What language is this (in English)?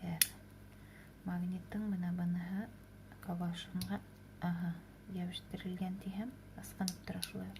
Bashkir